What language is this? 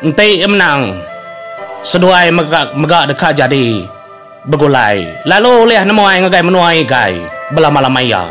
Iban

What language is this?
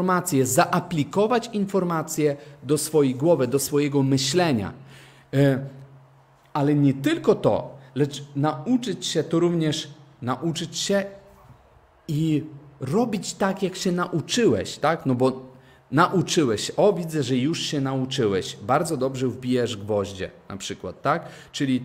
Polish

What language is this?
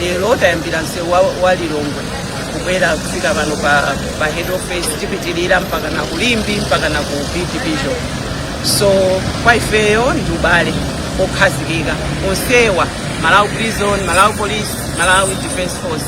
Nyanja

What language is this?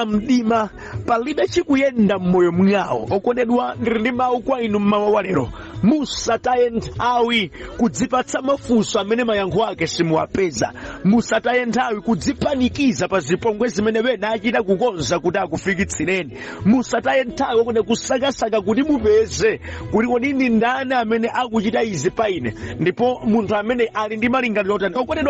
Nyanja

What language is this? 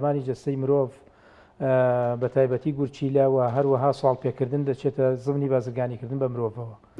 Central Kurdish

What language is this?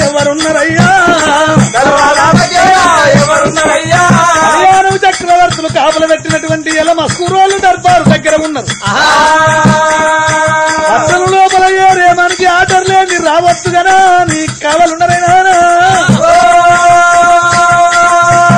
Telugu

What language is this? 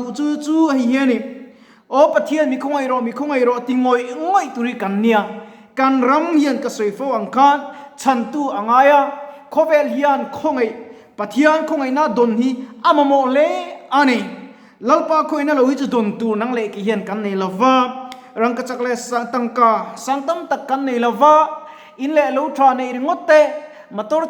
Mizo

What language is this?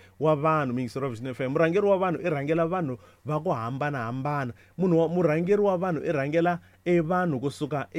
Tsonga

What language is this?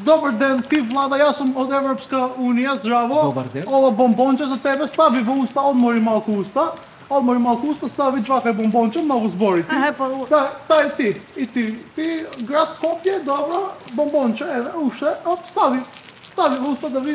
Macedonian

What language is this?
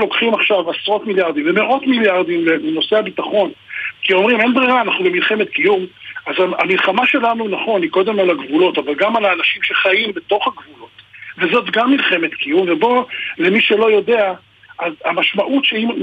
Hebrew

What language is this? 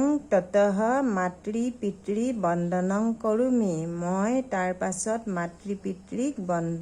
Assamese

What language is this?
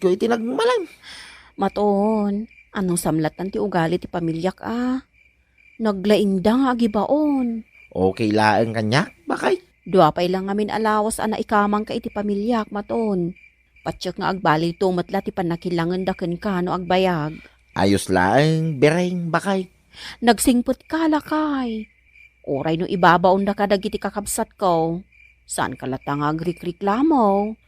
Iloko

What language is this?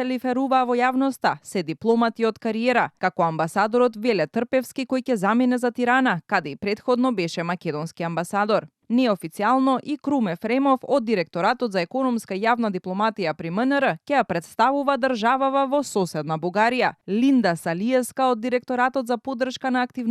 Macedonian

